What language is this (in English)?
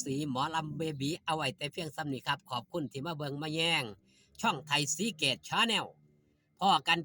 Northeastern Thai